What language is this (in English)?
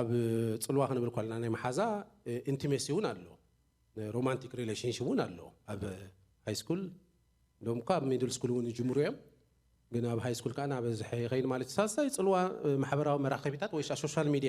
Tigrinya